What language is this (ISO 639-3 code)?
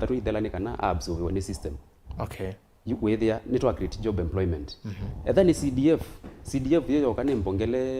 kam